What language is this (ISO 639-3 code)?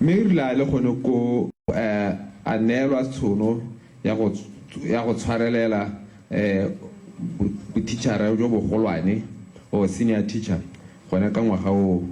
tsn